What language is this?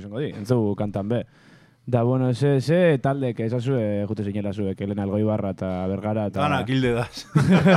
Basque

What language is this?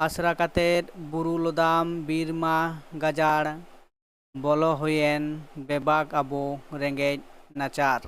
Santali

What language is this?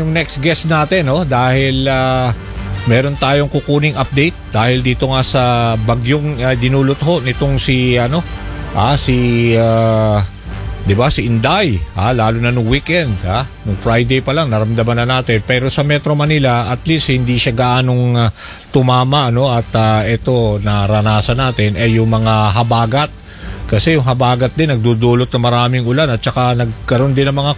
Filipino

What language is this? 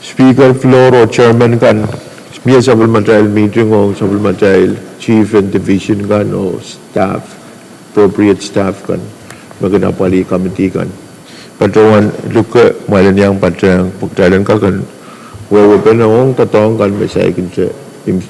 Pohnpeian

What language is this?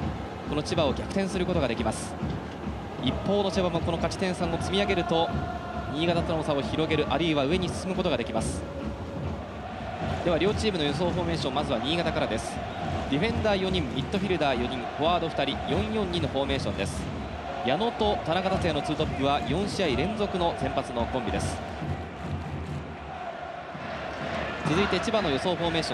Japanese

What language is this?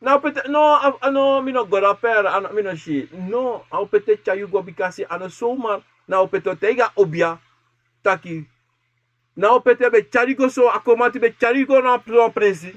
Sranan Tongo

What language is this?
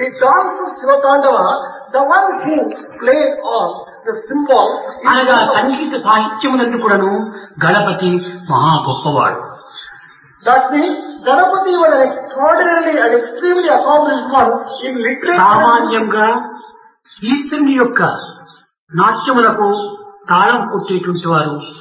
Telugu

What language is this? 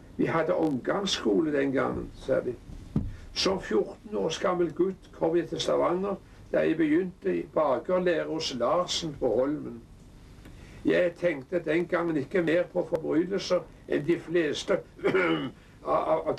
Norwegian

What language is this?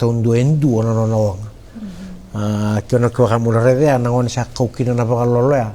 Fijian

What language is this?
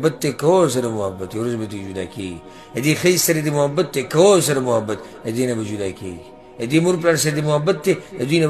Pashto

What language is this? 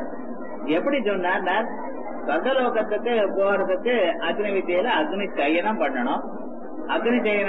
Tamil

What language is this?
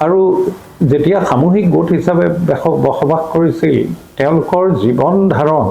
Assamese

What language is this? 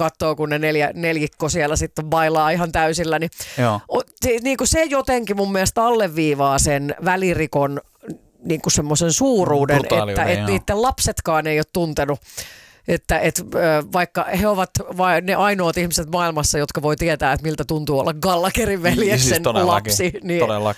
Finnish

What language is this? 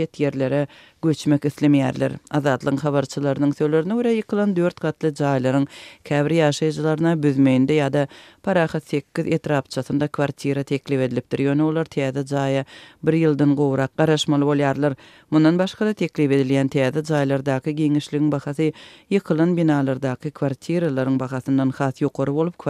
Turkmen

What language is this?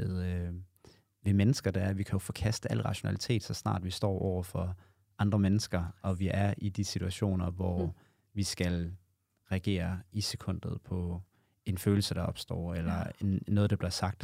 Danish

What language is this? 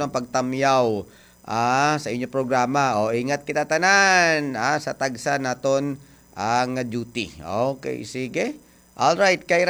Hiligaynon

